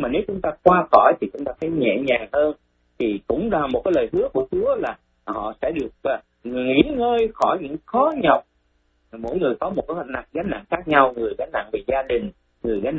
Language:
Vietnamese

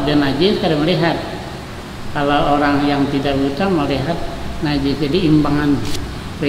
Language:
Banjar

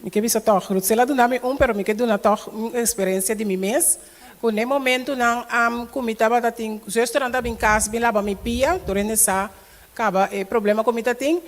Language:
Papiamento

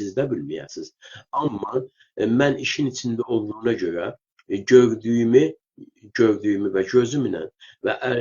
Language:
South Azerbaijani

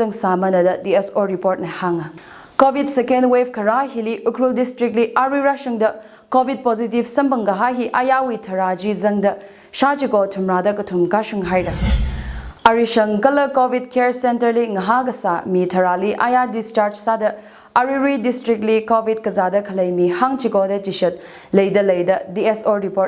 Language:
Tangkhul Naga (India)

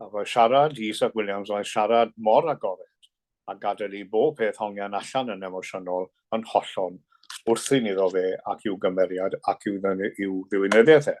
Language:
Welsh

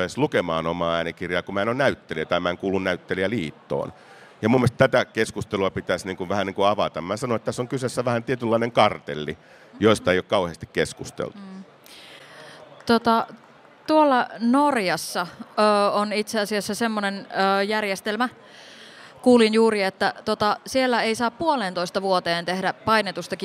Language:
Finnish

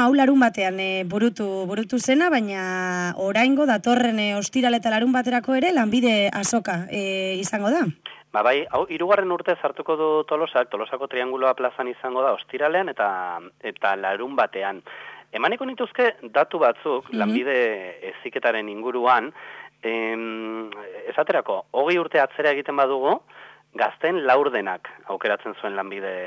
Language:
Basque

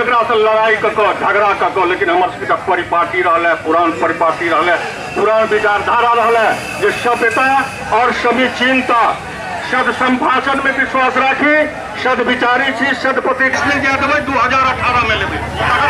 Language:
Maithili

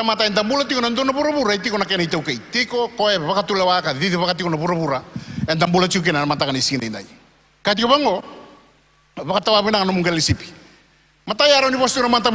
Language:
Fijian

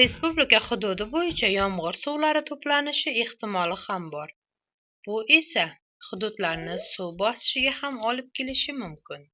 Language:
Uzbek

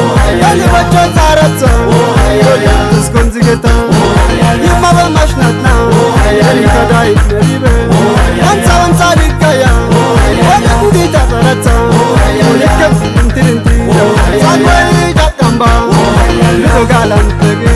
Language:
Kafa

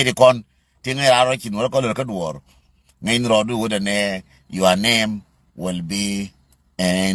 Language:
Nuer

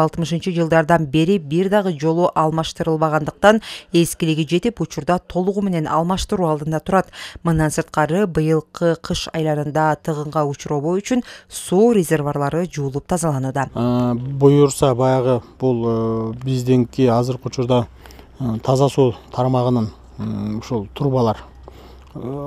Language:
Kyrgyz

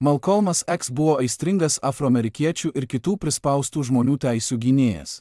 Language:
Lithuanian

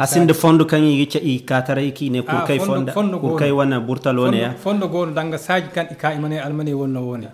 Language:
Zarma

